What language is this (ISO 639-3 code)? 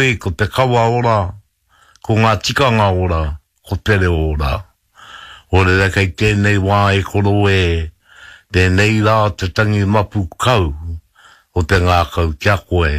mri